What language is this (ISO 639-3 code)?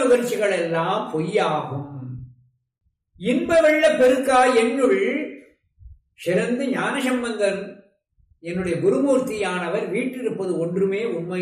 tam